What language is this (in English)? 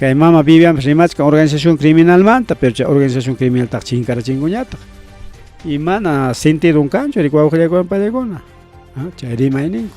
Ayacucho Quechua